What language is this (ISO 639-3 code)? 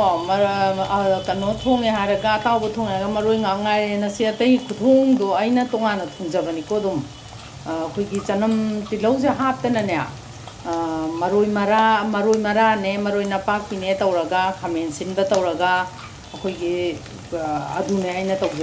mni